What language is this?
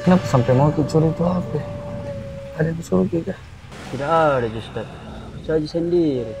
Makassar Malay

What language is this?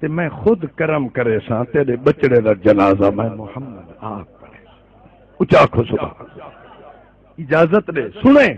Saraiki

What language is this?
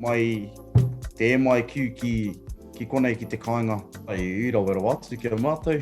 Māori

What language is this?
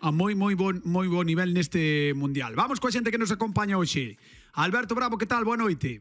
Galician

